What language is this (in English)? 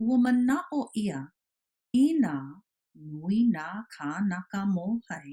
Hawaiian